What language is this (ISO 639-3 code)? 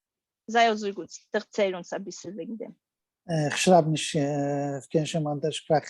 yid